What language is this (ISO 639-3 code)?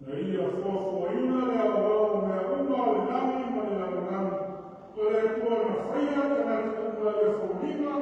smo